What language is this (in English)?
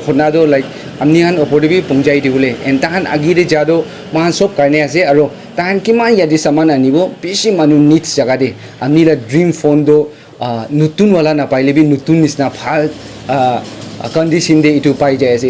Naga Pidgin